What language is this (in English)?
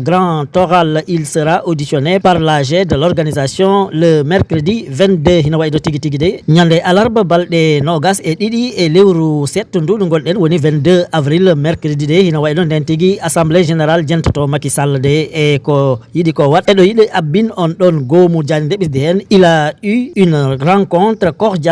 Fula